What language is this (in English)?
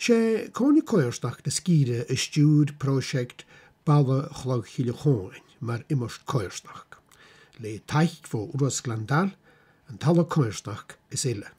Scottish Gaelic